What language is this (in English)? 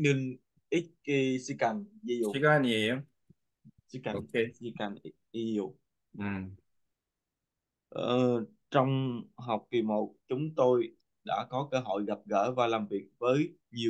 Vietnamese